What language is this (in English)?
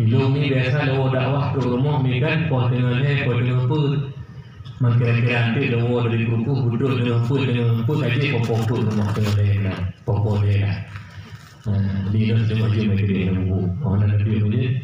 Achinese